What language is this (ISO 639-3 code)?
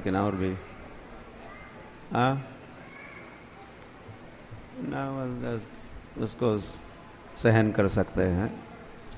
hin